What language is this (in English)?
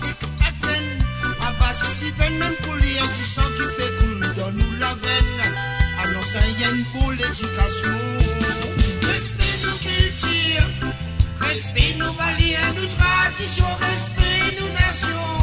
Morisyen